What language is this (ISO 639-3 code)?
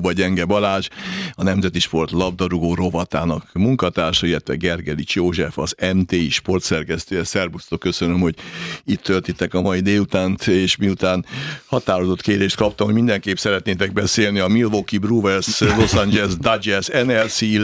hun